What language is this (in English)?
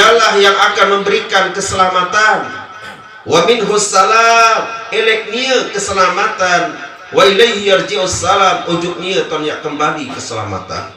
Sasak